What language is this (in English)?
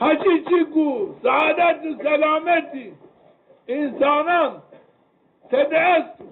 Zaza